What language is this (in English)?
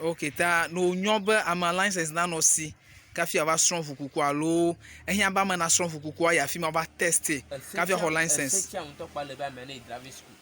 Ewe